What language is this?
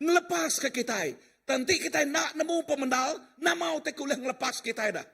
Iban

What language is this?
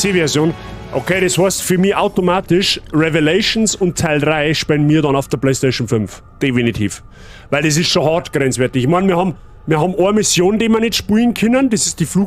Bavarian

